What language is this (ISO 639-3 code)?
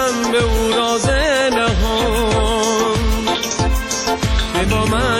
fas